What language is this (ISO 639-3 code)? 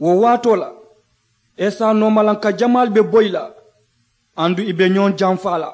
man